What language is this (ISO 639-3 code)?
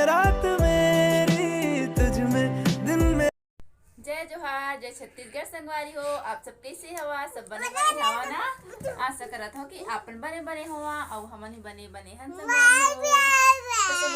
hne